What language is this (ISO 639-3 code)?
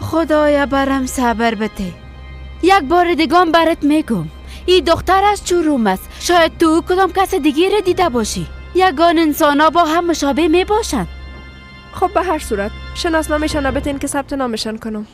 fas